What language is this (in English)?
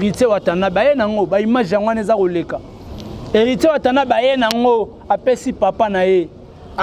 Lingala